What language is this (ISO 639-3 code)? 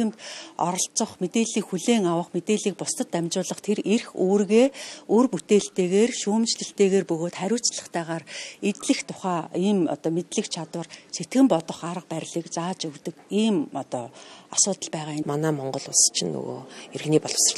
mon